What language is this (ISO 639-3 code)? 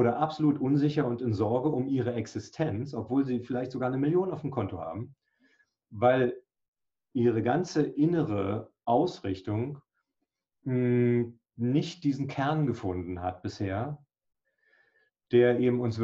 deu